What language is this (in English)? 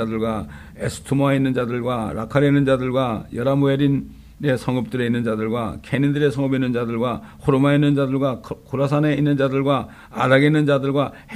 Korean